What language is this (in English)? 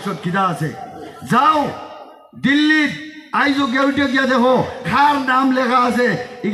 Sylheti